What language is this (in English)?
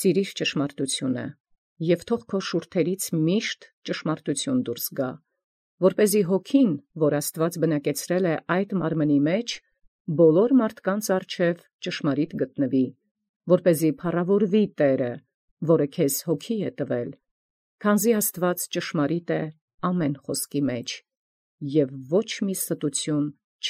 Armenian